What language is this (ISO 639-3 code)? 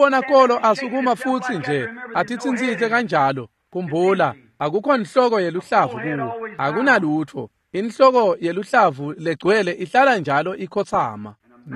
ssw